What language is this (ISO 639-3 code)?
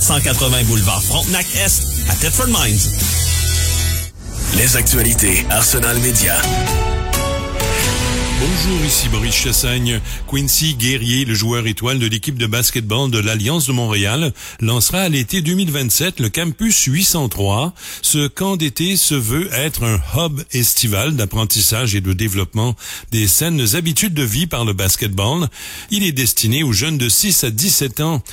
fra